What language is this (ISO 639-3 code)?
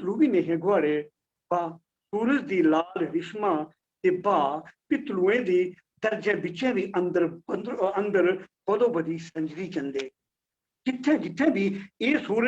doi